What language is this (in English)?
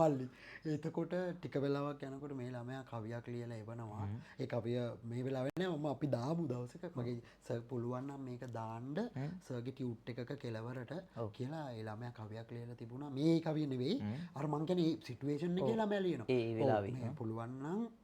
Sinhala